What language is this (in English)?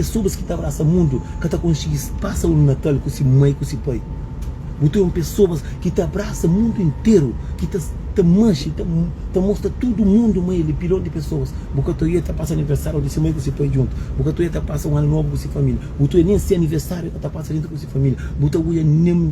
Kabuverdianu